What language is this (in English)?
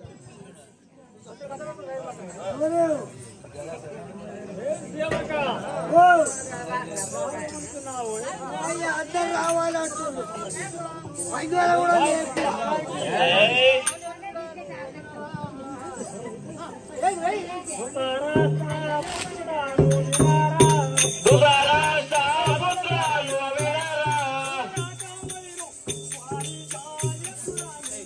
Telugu